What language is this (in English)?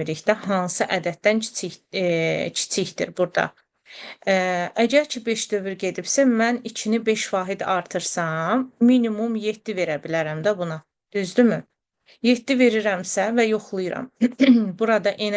Azerbaijani